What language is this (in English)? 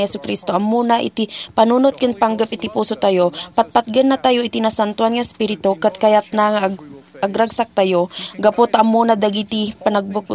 Iloko